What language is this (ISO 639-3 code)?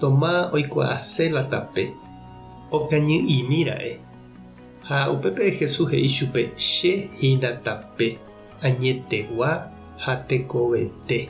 grn